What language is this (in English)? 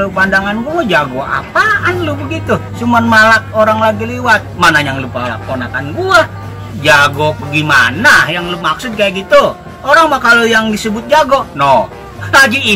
Betawi